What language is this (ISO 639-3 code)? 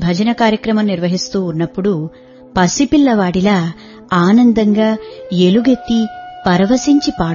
tel